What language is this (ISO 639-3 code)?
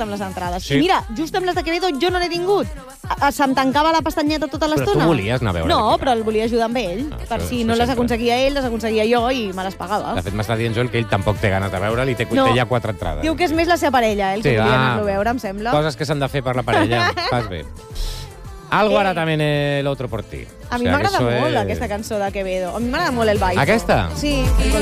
cat